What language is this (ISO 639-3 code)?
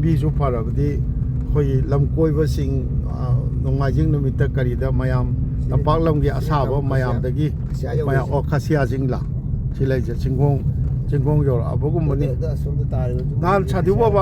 mni